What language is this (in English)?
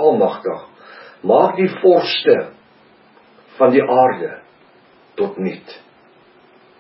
Afrikaans